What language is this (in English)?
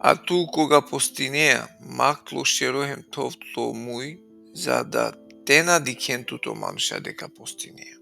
Balkan Romani